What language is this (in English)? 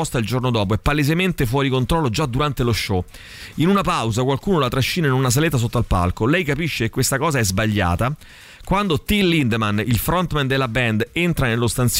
Italian